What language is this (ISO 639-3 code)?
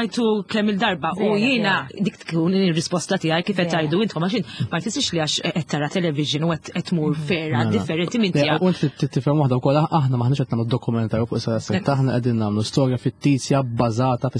mlt